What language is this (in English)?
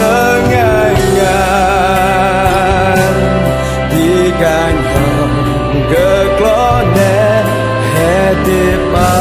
Central Mnong